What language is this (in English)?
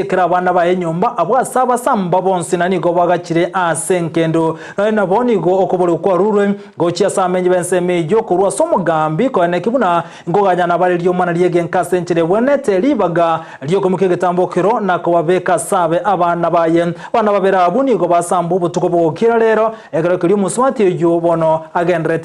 Gusii